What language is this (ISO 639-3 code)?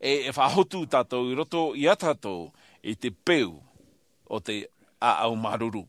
tah